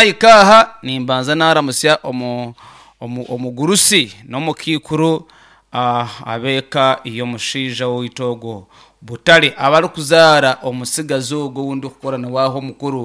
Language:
Nyankole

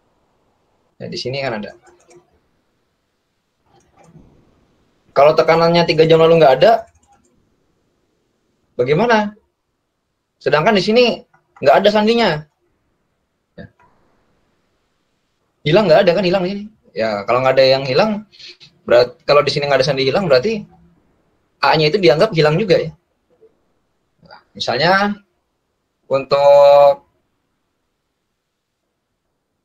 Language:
Indonesian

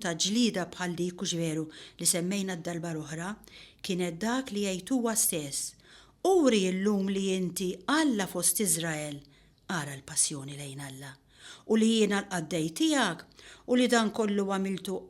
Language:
Maltese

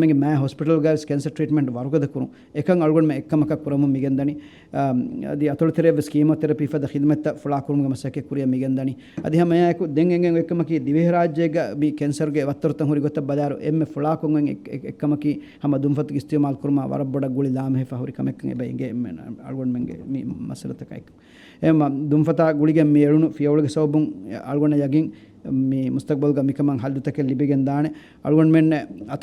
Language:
Divehi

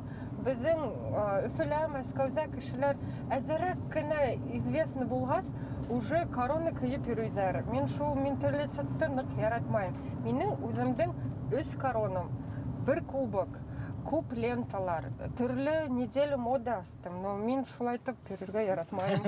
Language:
Bashkir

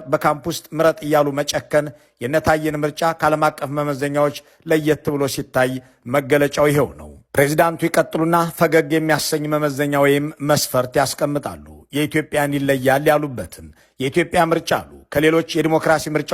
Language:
Amharic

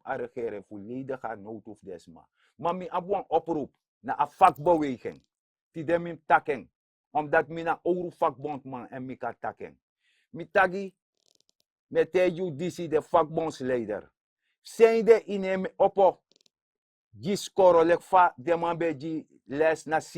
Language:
Sranan Tongo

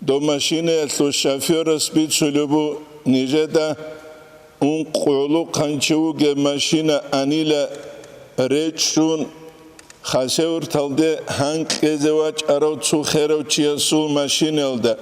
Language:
Avaric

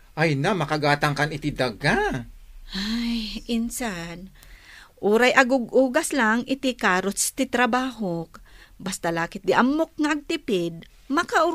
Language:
Iloko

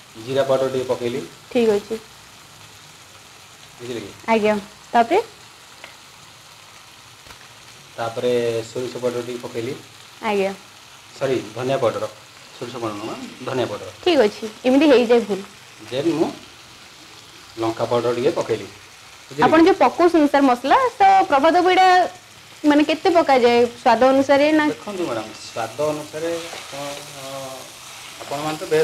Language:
Odia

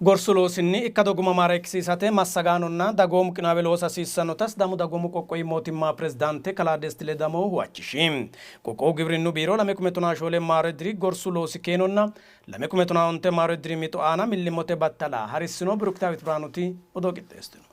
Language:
Sidamo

